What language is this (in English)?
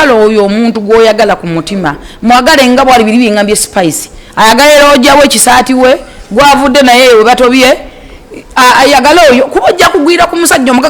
Ganda